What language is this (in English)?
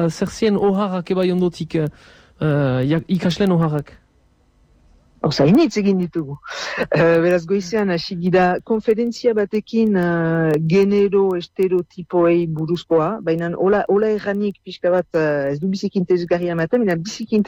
Basque